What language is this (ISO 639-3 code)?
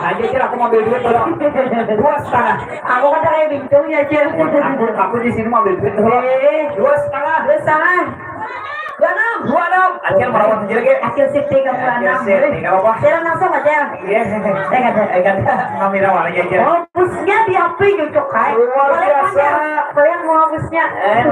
bjn